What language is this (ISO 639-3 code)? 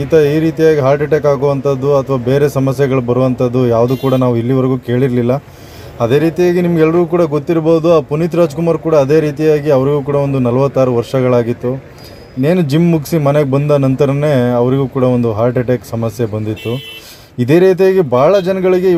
kan